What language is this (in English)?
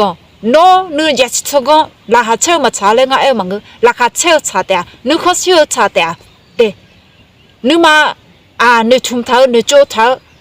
Akha